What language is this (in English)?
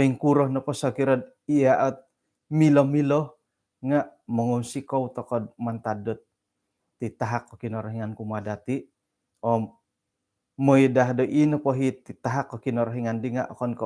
Central Dusun